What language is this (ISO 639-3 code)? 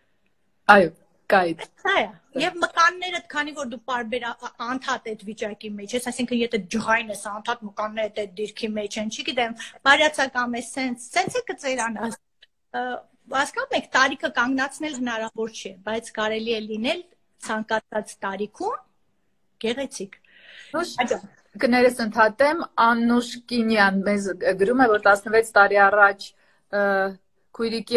hye